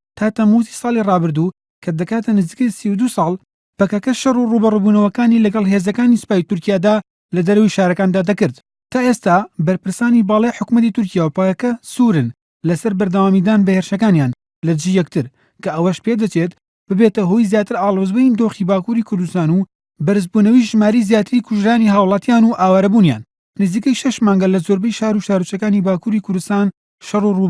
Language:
Central Kurdish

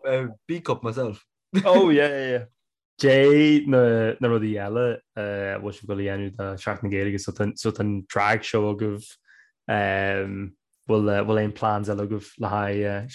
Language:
Irish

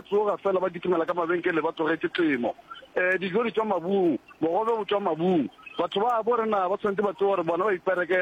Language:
Northern Sotho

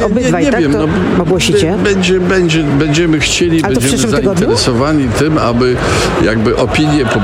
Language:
Polish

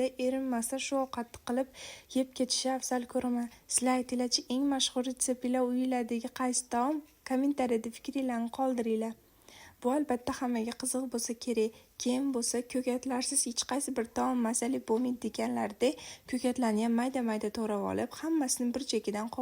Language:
Uzbek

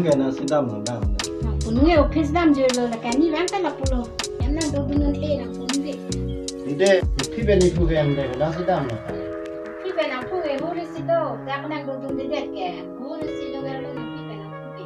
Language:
Karbi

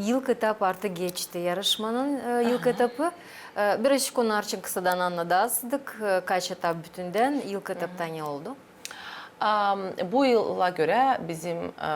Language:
Gagauz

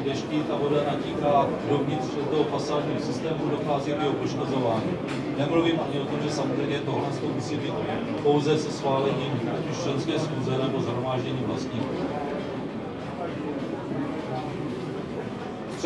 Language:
Czech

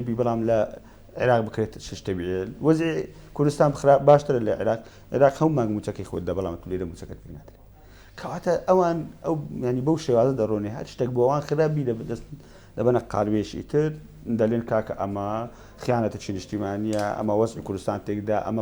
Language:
Central Kurdish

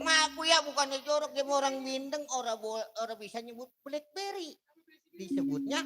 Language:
Betawi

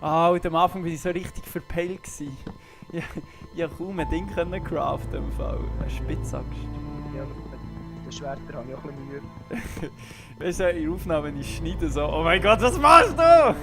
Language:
Swiss German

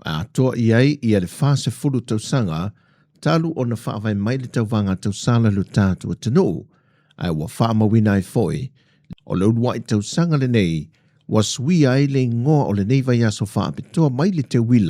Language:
Samoan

